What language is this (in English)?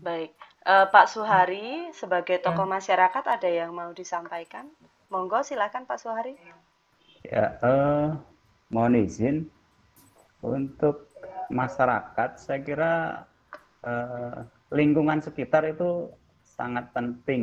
Indonesian